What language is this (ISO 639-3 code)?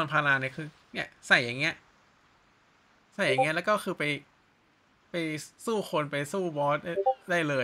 tha